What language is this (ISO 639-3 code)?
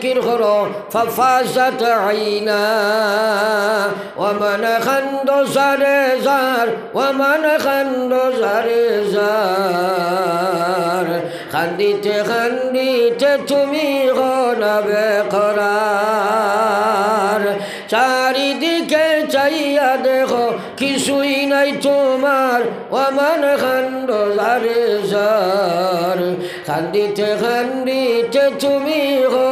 syl